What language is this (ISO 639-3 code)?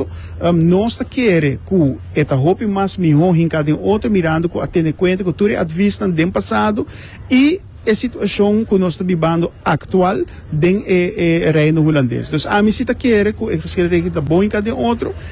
pap